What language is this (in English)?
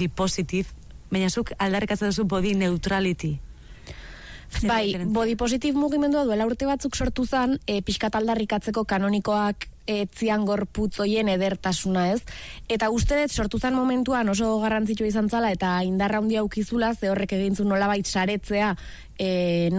Basque